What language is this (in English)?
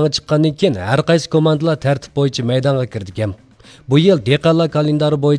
Uyghur